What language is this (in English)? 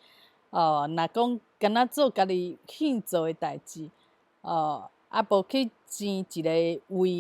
Min Nan Chinese